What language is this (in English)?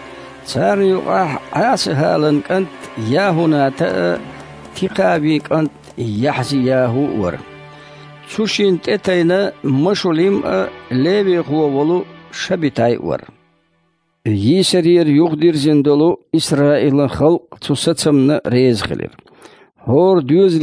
Chechen